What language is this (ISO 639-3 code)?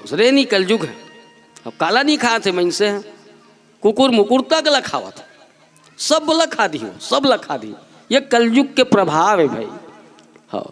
hne